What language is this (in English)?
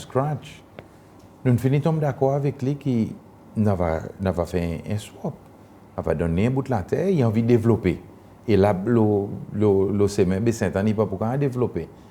Seselwa Creole French